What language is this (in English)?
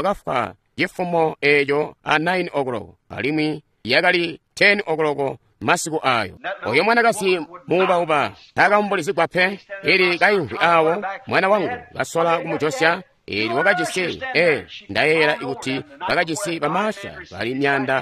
Tonga (Zambia)